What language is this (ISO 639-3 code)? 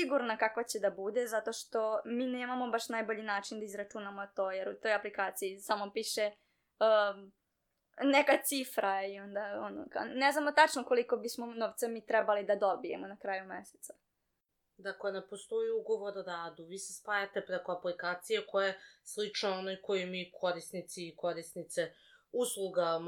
srp